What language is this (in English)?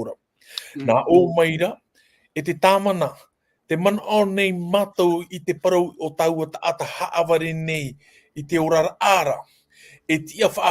Tahitian